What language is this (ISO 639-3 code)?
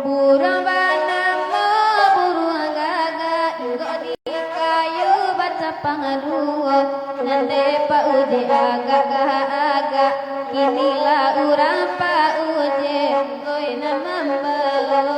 min